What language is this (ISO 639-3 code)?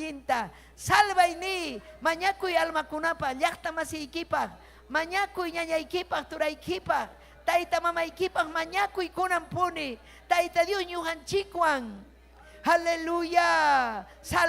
quy